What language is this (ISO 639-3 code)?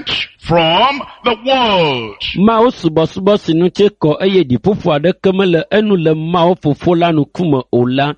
ewe